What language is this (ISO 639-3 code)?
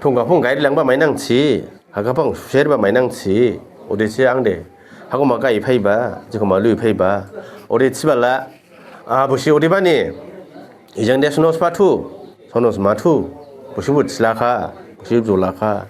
dis